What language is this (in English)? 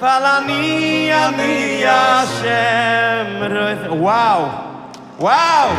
Yiddish